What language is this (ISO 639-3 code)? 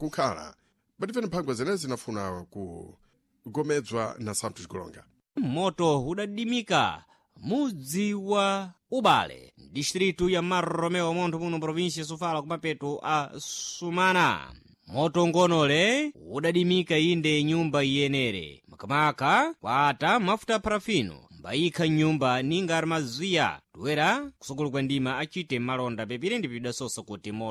seh